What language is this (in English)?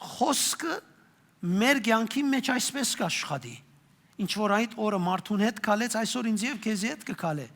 Western Armenian